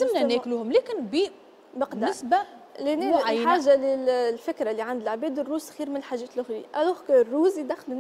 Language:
Tunisian Arabic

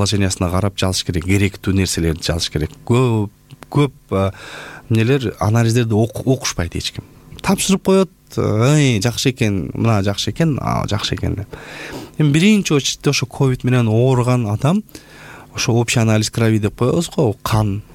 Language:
Kyrgyz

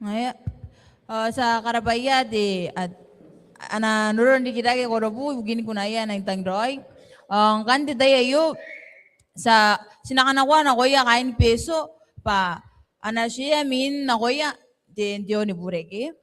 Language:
Gilbertese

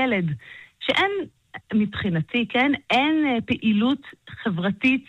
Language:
Hebrew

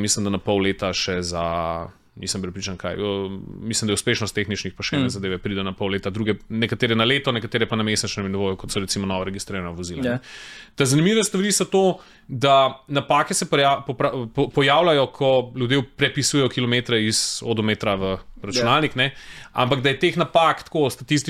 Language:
Slovenian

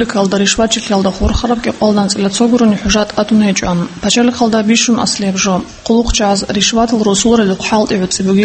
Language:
Avaric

